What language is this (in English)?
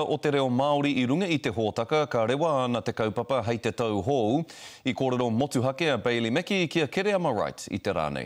Māori